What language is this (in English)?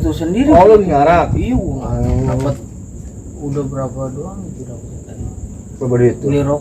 Betawi